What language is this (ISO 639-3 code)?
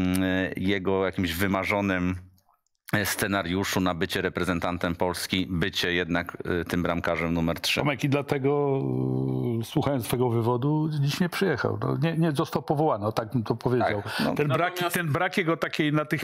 pol